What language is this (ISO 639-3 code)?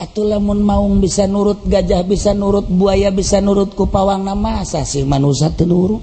sun